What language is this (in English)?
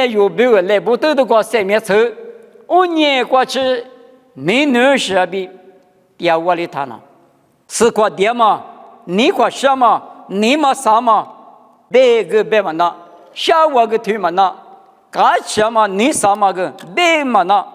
Lisu